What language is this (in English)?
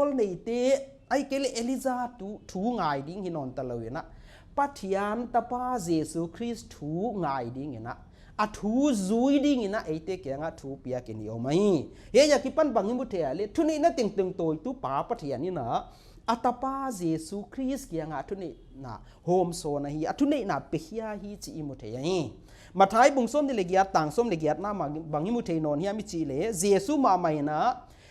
Paite Chin